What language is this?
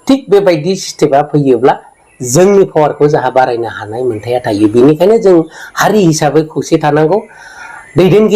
Bodo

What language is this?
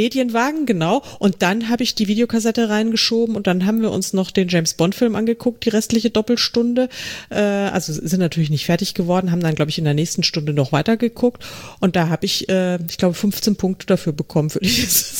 German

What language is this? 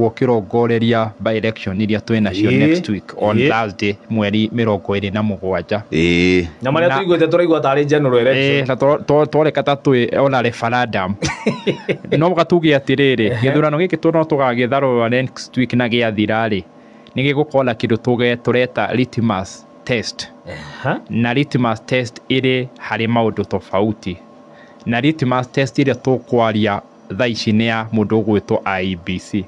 Kikuyu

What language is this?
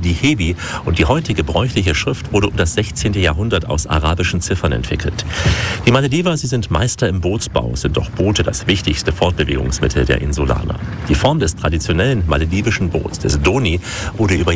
German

